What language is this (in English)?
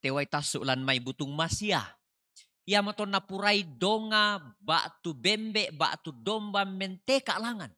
Toraja-Sa'dan